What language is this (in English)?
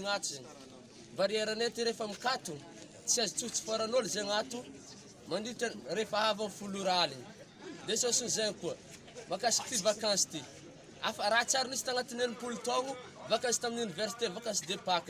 Malagasy